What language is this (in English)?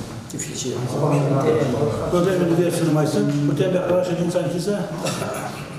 Romanian